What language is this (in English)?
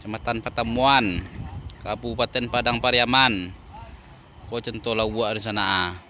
Minangkabau